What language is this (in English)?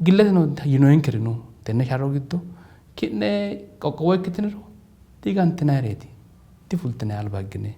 Sidamo